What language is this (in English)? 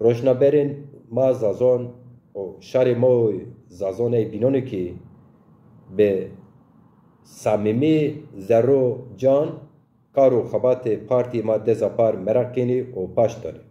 Zaza